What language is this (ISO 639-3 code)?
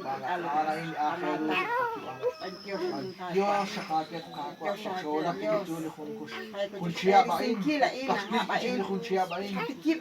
kek